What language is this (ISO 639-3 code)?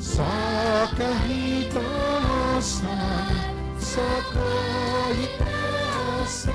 hil